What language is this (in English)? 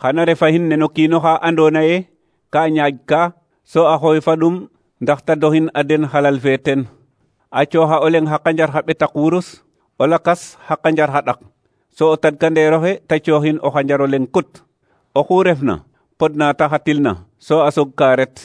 Serer